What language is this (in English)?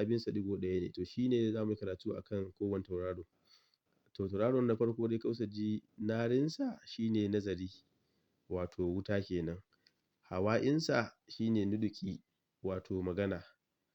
Hausa